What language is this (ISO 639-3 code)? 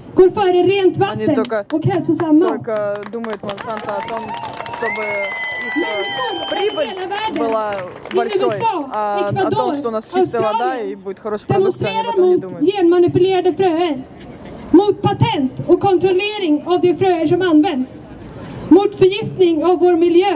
swe